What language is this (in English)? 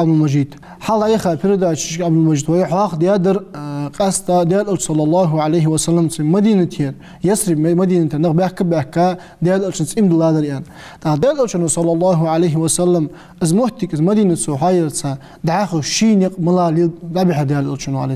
Ingush